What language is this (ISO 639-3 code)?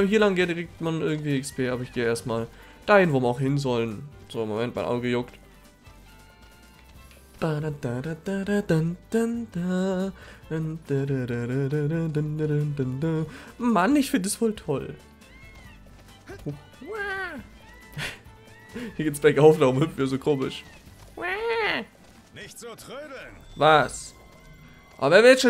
deu